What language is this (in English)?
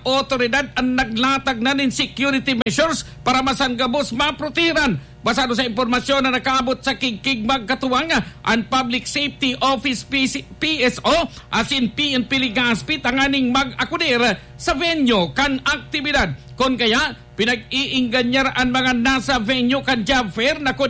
Bikol